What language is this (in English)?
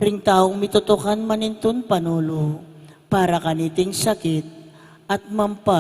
Pampanga